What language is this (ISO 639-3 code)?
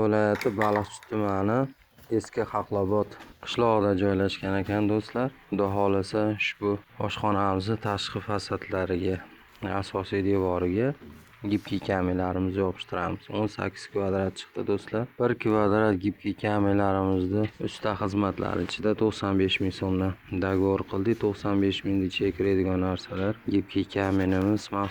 uzb